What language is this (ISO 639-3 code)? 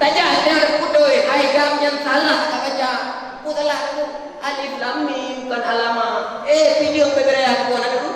ace